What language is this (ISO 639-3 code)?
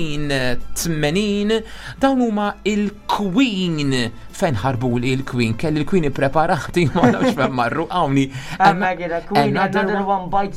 mlt